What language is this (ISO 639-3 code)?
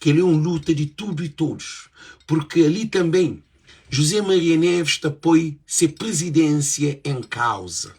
kea